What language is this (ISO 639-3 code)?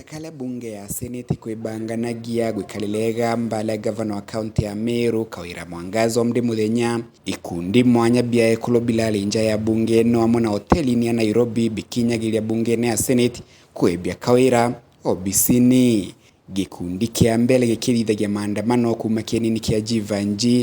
mer